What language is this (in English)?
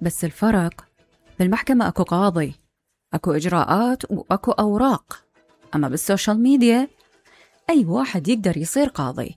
Mesopotamian Arabic